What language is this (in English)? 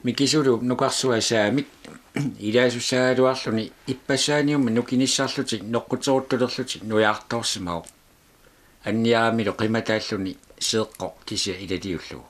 Kalaallisut